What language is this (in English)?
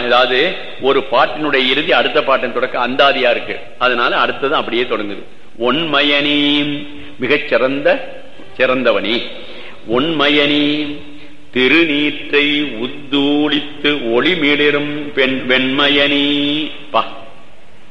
Tamil